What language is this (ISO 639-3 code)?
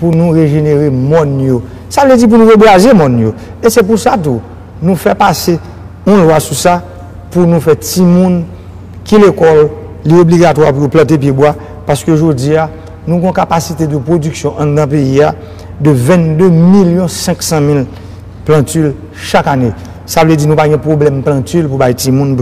hat